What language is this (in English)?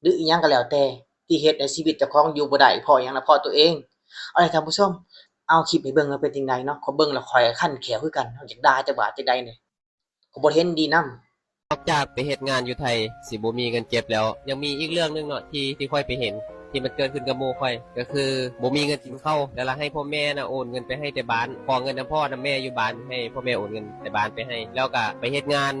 Lao